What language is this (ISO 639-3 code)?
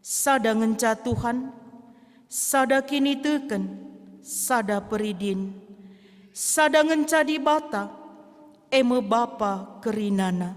btx